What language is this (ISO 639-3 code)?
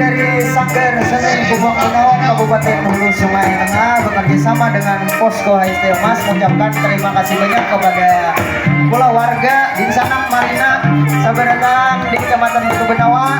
bjn